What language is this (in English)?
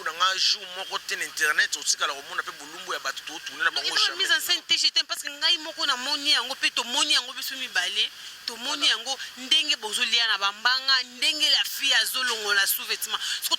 Lingala